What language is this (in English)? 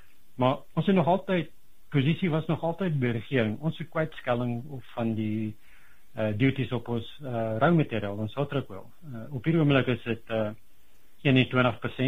Afrikaans